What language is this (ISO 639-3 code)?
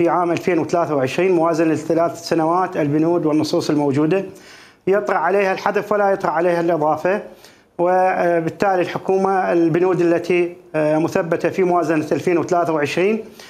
acm